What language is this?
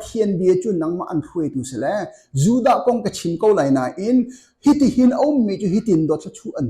Hakha Chin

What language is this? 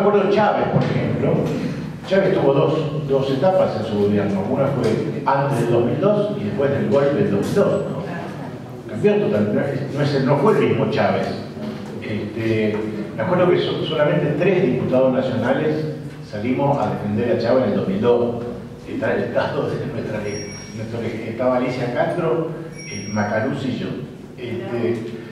Spanish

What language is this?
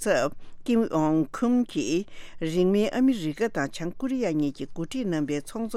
Tibetan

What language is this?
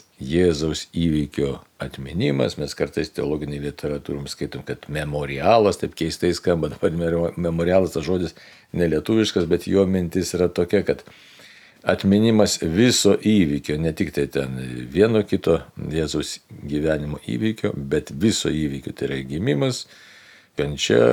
Lithuanian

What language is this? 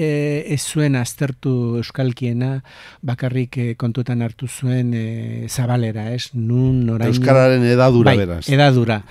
Basque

